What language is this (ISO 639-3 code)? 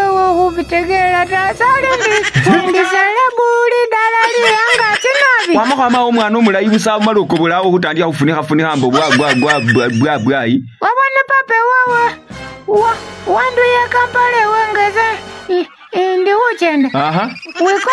myx